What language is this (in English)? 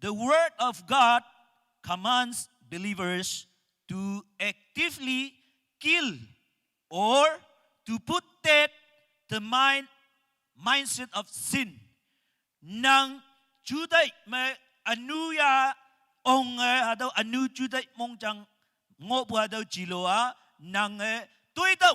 Naga Pidgin